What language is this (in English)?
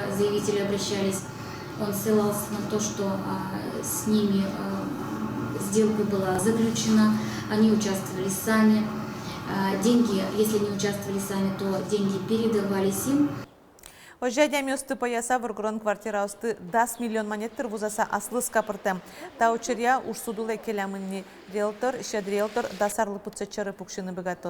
Udmurt